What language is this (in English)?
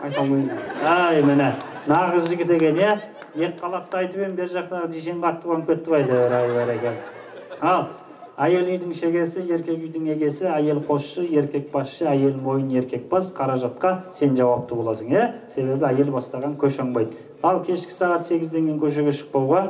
Kazakh